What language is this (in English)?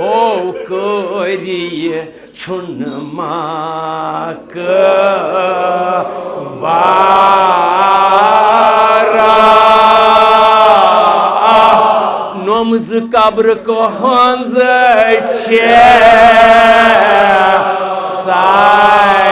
Kashmiri